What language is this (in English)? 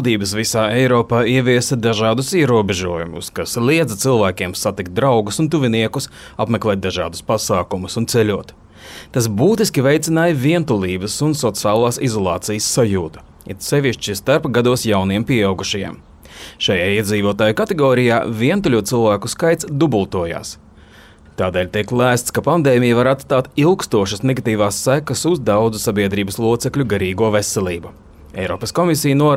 Latvian